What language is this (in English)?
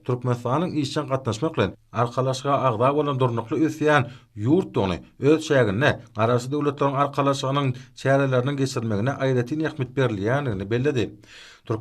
Turkmen